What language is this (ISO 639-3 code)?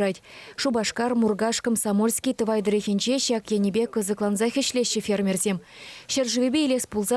chv